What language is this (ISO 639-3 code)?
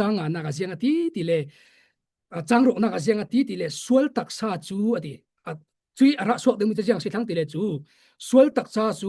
cfm